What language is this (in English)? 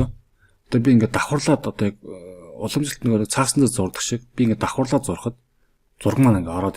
Mongolian